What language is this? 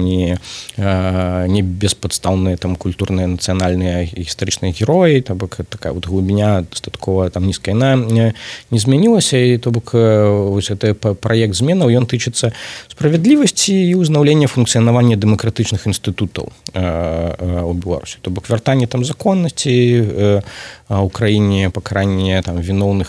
Belarusian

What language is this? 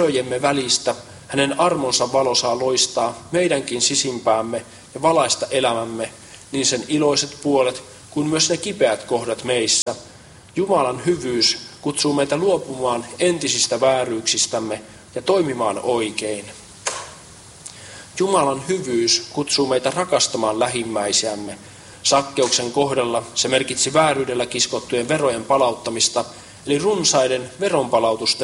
Finnish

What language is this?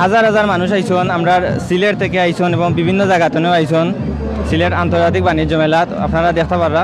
Sylheti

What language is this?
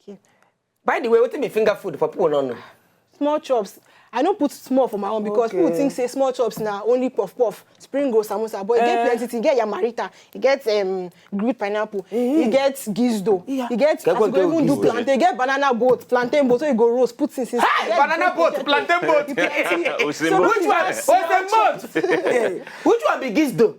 Nigerian Pidgin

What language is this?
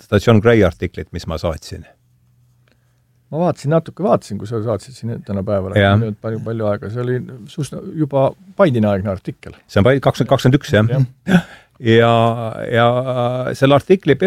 Estonian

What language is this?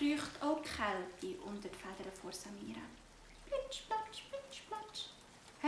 Swiss German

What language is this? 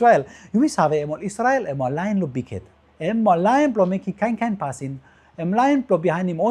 Tok Pisin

